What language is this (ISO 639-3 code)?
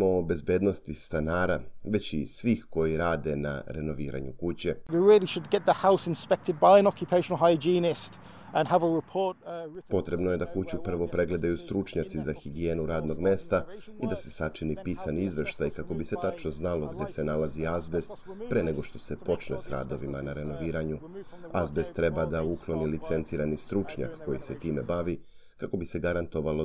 srp